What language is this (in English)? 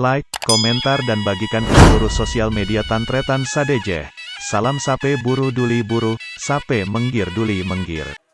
Madurese